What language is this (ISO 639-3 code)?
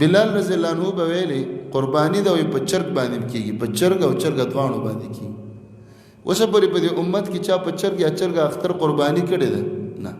pus